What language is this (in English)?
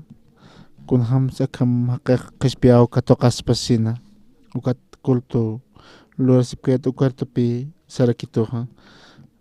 Aymara